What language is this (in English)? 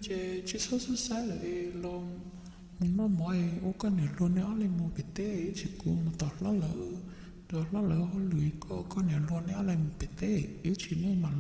Hmong